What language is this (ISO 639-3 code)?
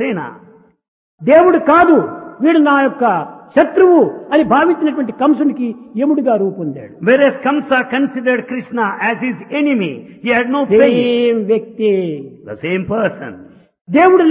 tel